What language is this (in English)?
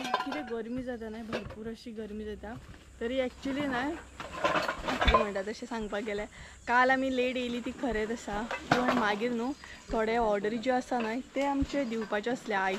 Konkani